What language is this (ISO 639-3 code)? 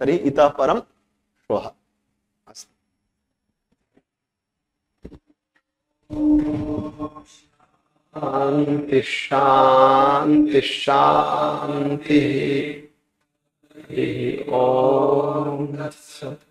san